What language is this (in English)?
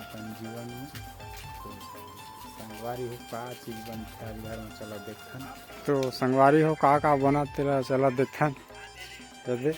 Chhattisgarhi